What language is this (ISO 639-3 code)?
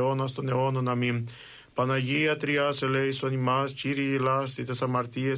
ell